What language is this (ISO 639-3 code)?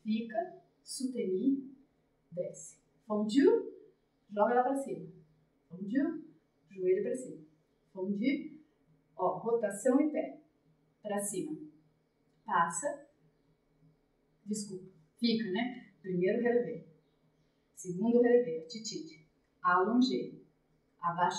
por